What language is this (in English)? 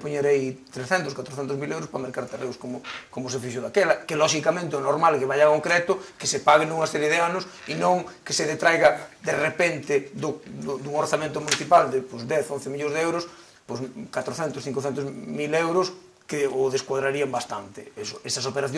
Galician